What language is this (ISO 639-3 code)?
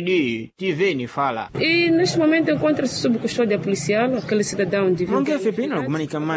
seh